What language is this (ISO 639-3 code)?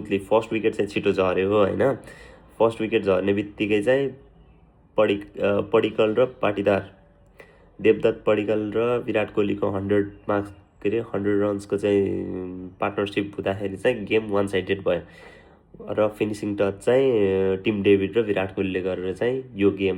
nep